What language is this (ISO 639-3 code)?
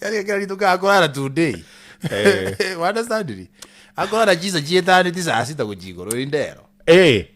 guz